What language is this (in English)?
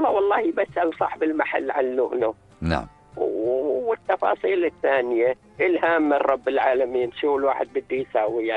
North Levantine Arabic